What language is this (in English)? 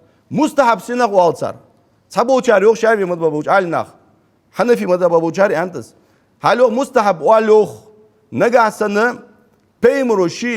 Ingush